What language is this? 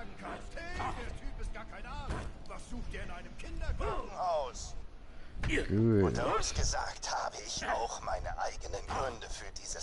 Swiss German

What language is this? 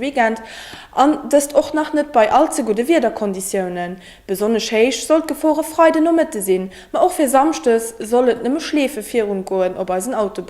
Luxembourgish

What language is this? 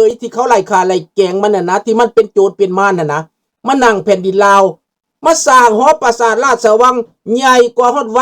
Lao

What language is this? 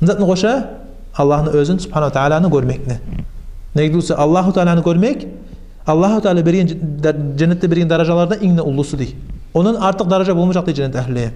Kumyk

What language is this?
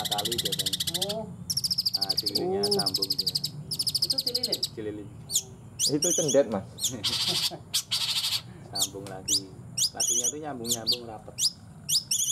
Indonesian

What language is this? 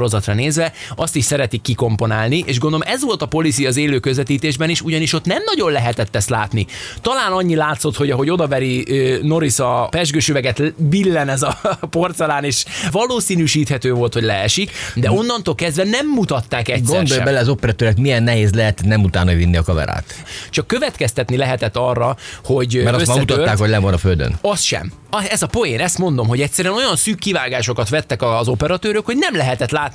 Hungarian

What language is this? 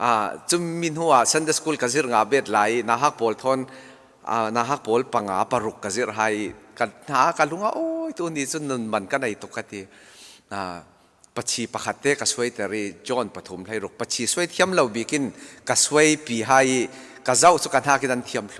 Falam Chin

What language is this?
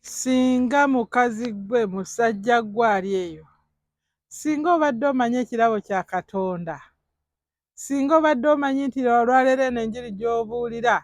Ganda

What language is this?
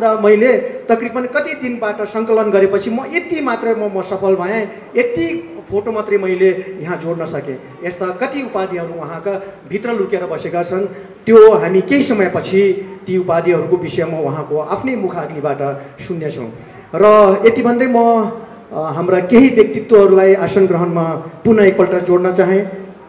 Nepali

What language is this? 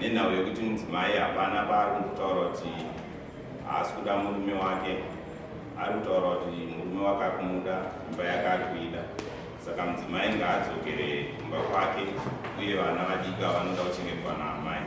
Shona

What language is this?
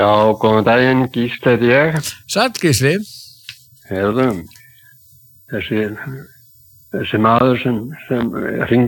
Icelandic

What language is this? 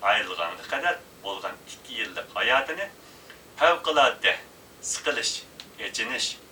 Uyghur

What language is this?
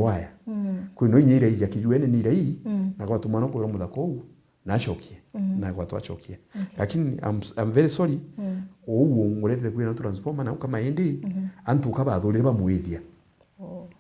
Meru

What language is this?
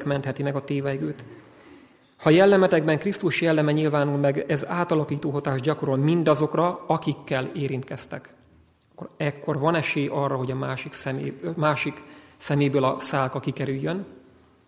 Hungarian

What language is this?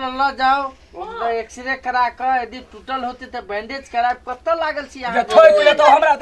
Maithili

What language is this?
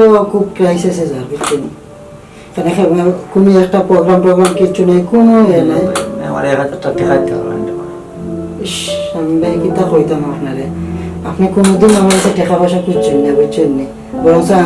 Sylheti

